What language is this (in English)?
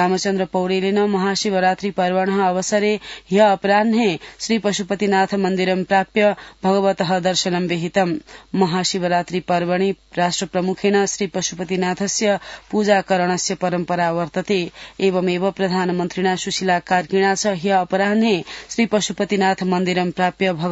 Sanskrit